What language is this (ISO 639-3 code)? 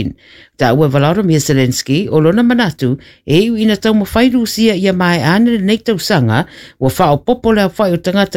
smo